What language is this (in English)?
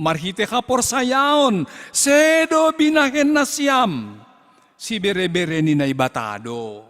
Batak Simalungun